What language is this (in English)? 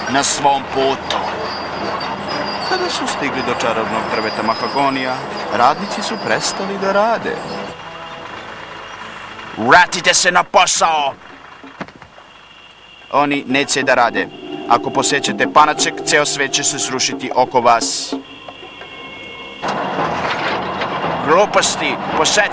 Serbian